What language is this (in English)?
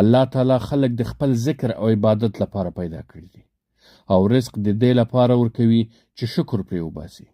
Pashto